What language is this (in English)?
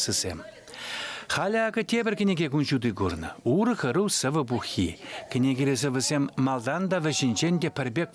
Chuvash